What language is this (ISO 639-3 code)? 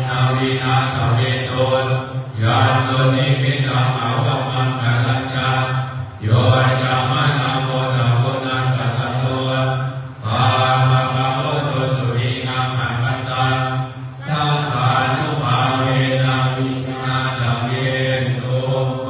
pli